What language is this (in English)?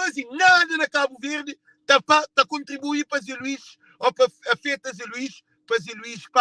Kabuverdianu